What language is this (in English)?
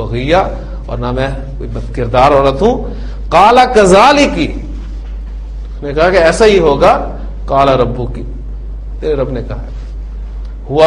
Urdu